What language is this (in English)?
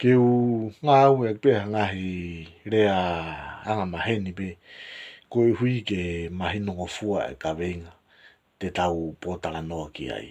Tongan